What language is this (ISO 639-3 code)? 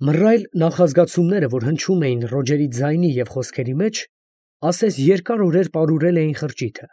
hye